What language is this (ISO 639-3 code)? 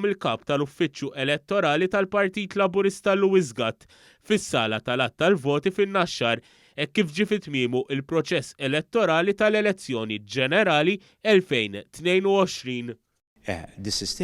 mlt